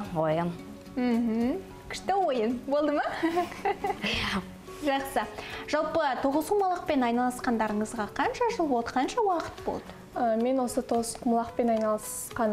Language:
Kazakh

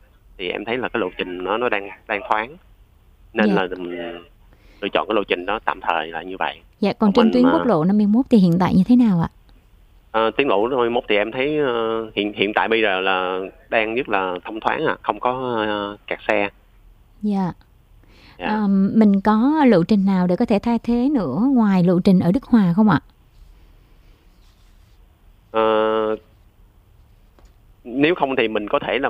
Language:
Vietnamese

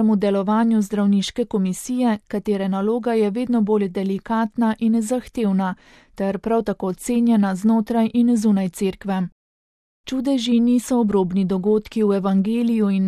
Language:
Slovenian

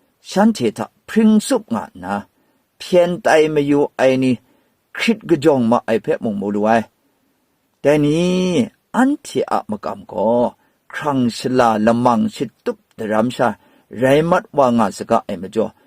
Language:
Kachin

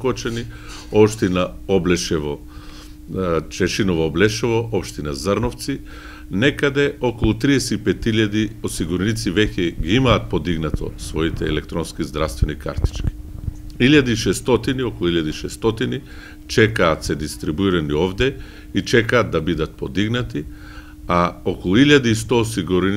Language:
Macedonian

